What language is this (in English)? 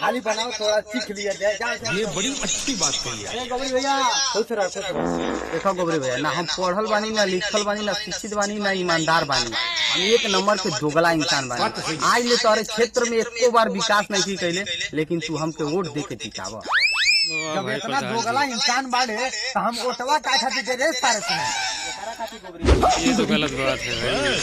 Awadhi